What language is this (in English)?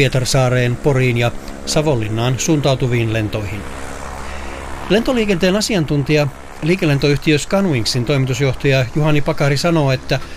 Finnish